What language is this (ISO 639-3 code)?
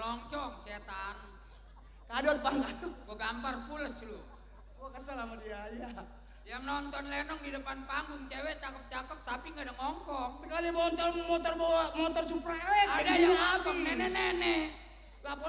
bew